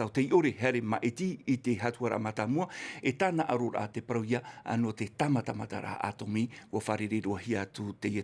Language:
Tahitian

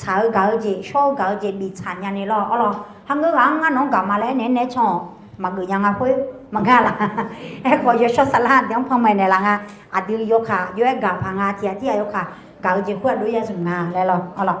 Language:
Akha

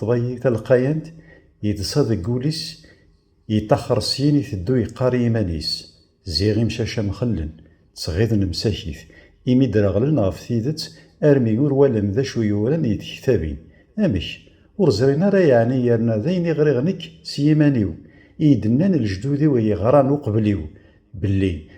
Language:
Kabyle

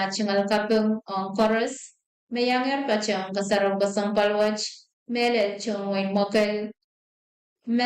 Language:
Pohnpeian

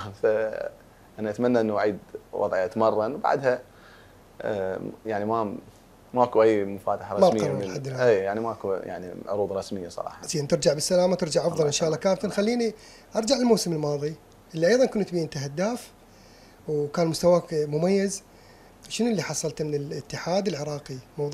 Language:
Mesopotamian Arabic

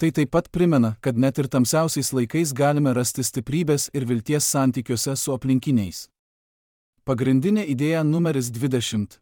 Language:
Lithuanian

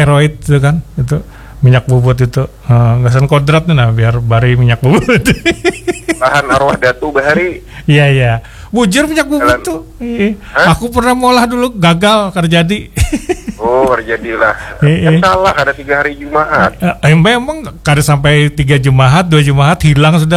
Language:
Banjar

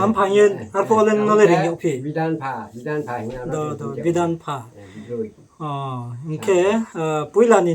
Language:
Riang (India)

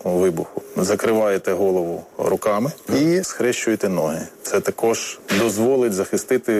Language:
Ukrainian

